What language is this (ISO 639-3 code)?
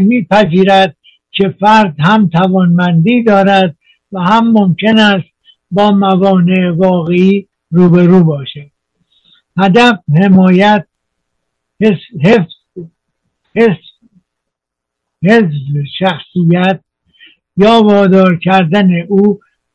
fas